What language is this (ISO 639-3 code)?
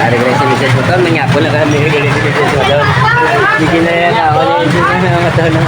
hil